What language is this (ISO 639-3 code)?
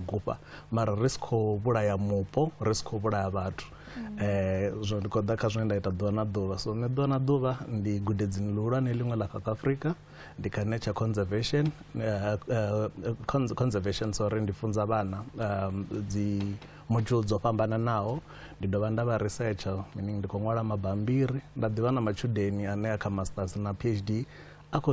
ven